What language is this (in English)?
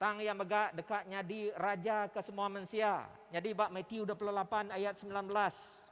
Iban